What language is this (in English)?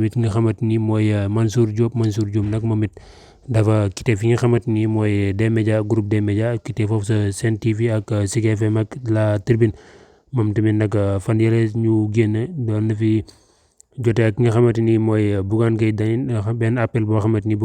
Wolof